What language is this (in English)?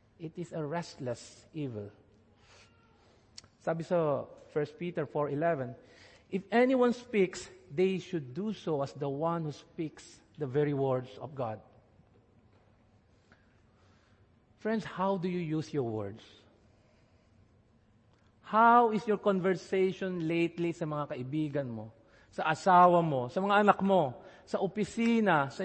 Filipino